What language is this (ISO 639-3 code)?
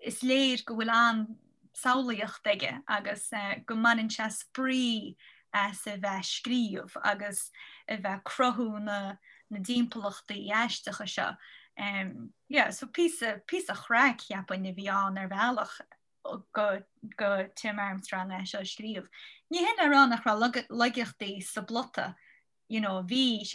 gle